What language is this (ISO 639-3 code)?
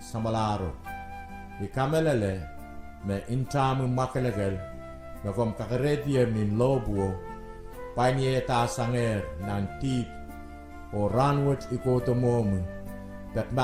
pon